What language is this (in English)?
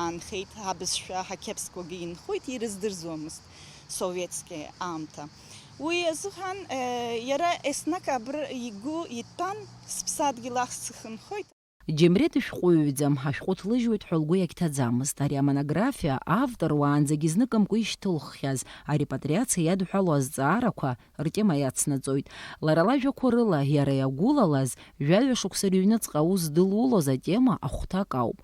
Abkhazian